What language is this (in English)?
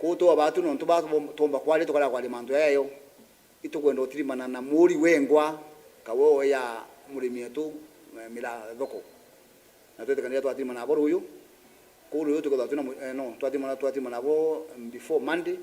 Meru